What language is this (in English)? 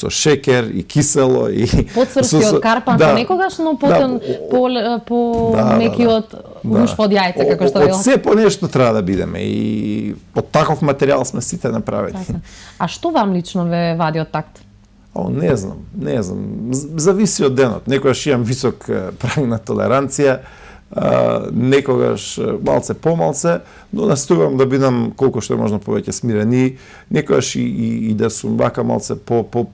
Macedonian